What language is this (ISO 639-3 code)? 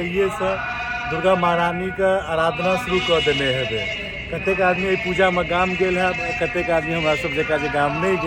mai